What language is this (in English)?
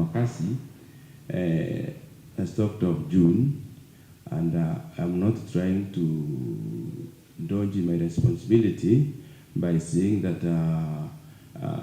Meru